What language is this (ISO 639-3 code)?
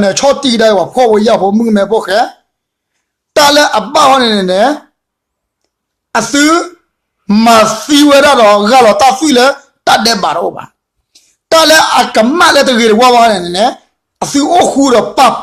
ksw